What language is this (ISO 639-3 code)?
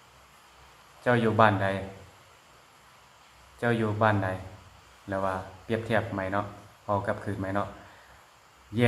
lao